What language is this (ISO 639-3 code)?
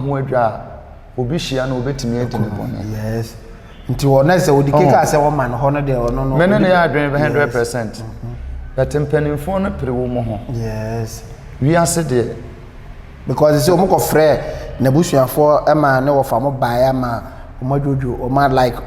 aka